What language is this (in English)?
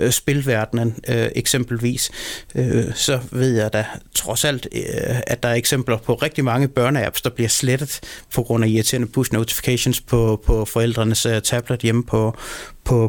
Danish